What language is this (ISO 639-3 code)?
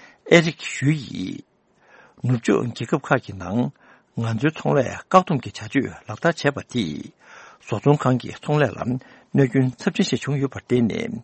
bod